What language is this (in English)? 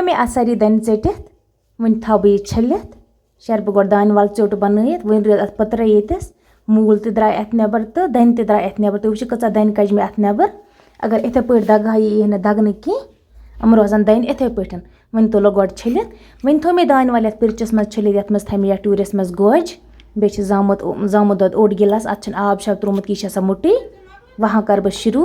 Kashmiri